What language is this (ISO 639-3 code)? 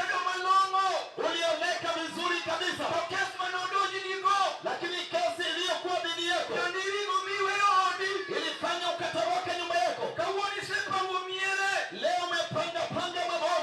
luo